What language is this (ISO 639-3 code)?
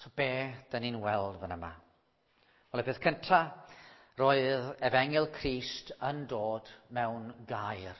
cym